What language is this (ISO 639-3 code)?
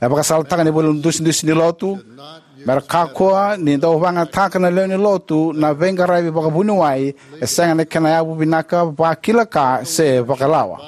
fij